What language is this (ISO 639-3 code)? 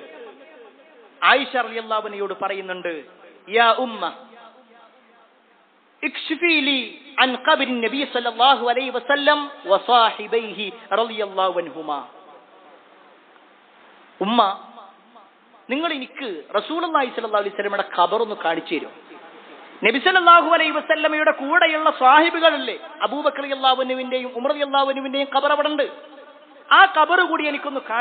mal